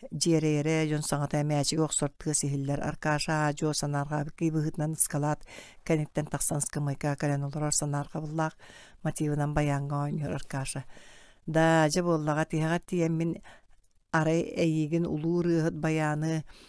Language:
Yakut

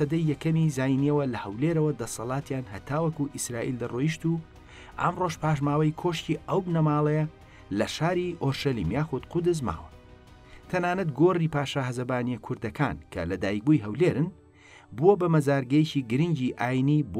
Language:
Central Kurdish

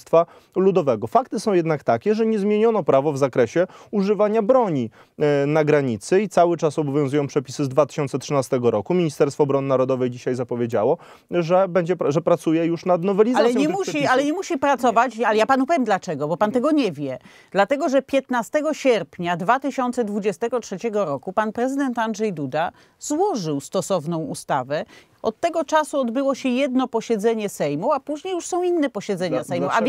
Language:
Polish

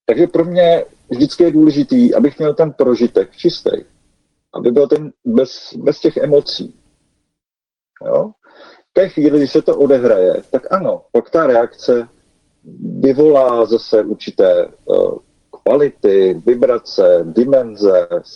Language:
Czech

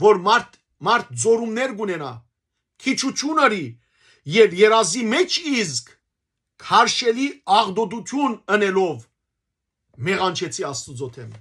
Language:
Western Armenian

